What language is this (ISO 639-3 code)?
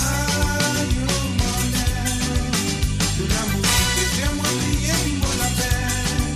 mfe